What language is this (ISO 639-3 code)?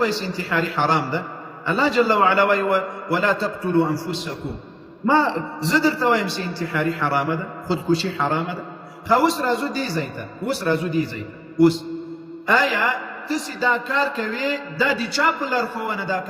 pus